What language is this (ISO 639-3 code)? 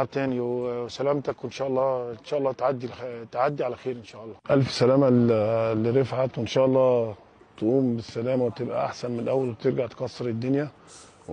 arz